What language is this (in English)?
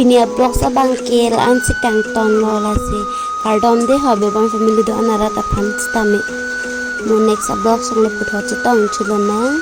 Karbi